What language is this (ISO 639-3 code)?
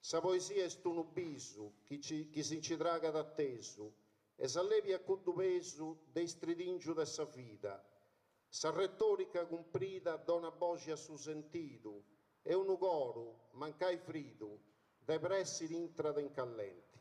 srd